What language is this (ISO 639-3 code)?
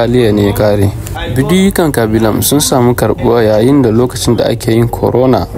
hau